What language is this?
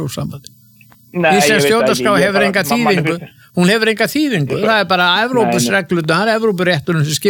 Icelandic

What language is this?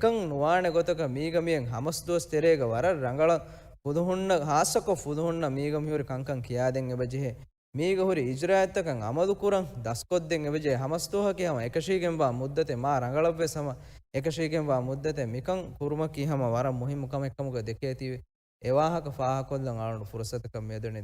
Divehi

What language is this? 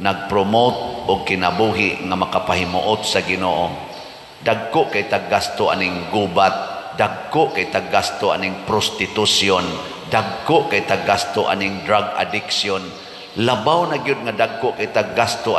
Cebuano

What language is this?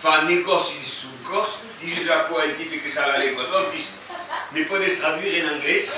Occitan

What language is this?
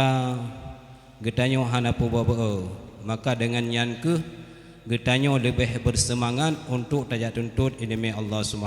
Achinese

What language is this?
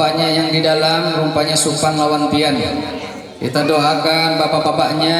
Banjar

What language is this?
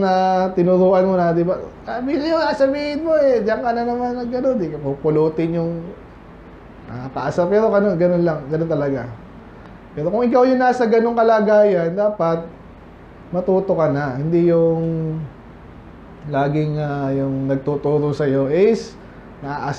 Filipino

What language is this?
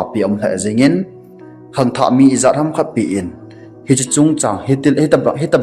Thado Chin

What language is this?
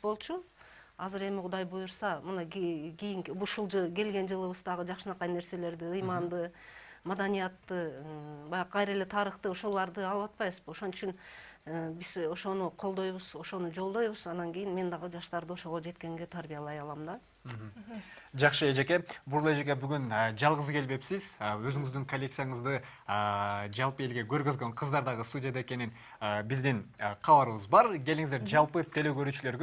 Kyrgyz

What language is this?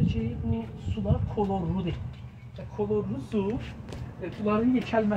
South Azerbaijani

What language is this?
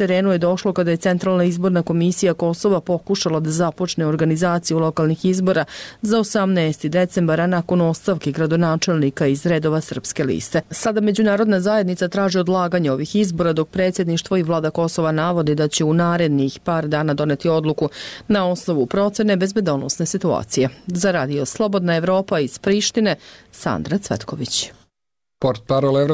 Serbian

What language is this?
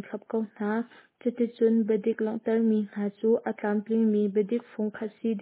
Hakha Chin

